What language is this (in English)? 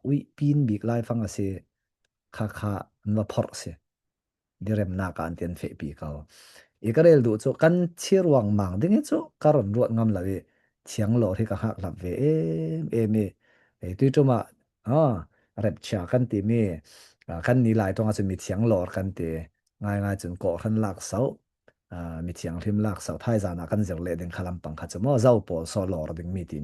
Falam Chin